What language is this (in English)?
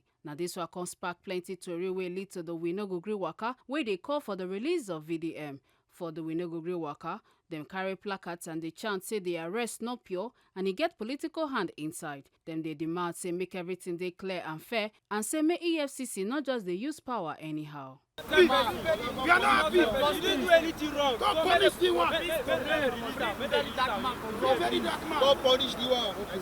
Nigerian Pidgin